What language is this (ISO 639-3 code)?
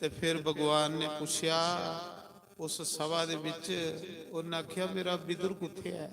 doi